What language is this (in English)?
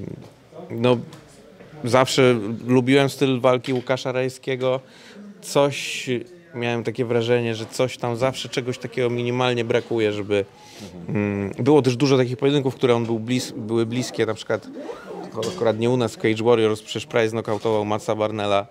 Polish